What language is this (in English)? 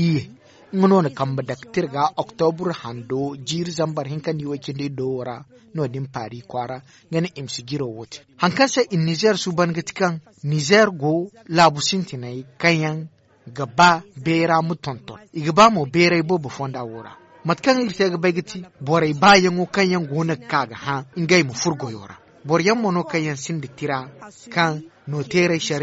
Zarma